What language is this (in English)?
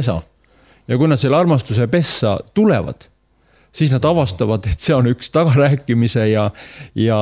Estonian